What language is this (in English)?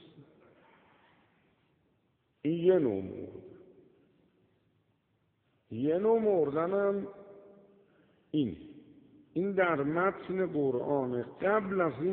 Persian